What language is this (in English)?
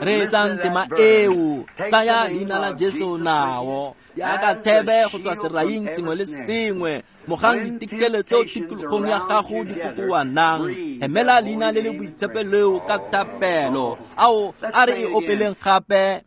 Tswana